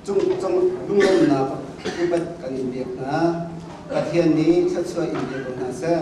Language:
Hakha Chin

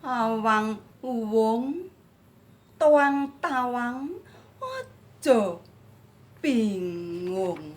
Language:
Javanese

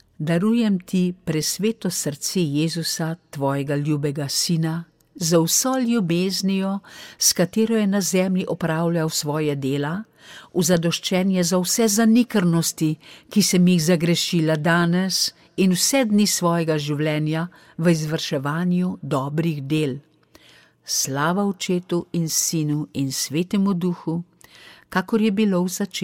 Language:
Slovenian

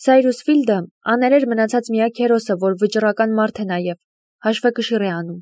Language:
Armenian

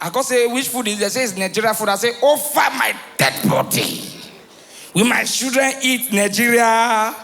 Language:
Nigerian Pidgin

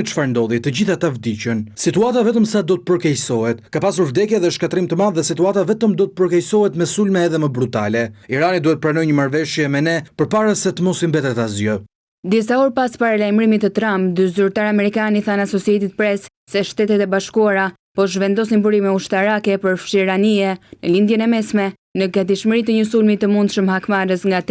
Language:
Albanian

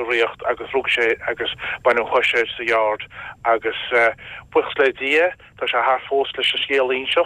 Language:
Irish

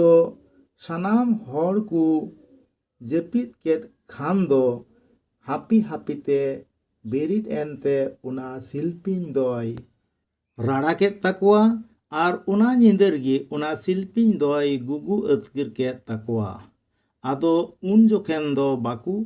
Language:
Santali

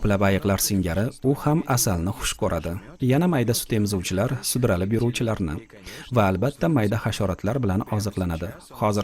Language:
Uzbek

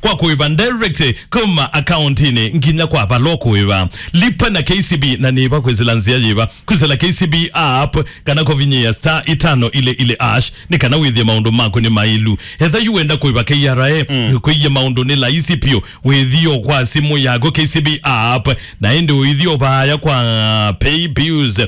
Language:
Kamba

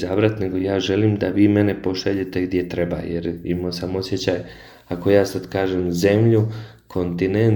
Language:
Croatian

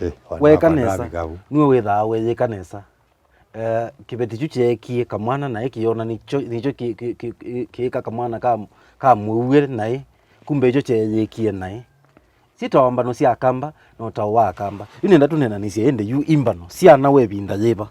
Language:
Kamba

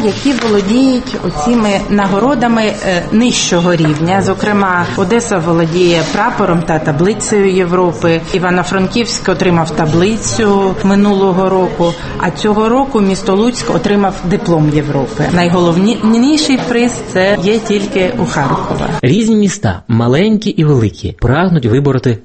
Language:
Ukrainian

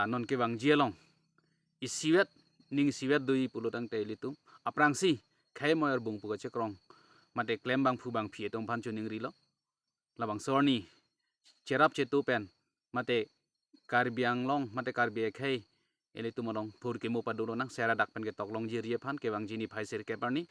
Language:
Karbi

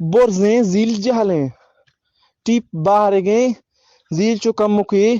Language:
Eastern Balochi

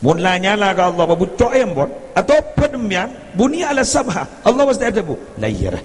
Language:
Madurese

